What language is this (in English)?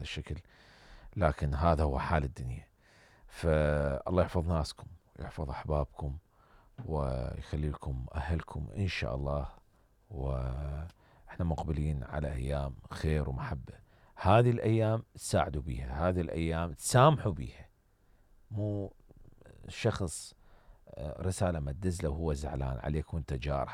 Mesopotamian Arabic